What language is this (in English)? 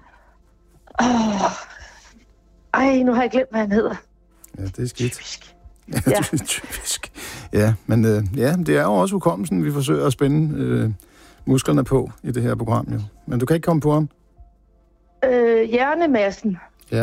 Danish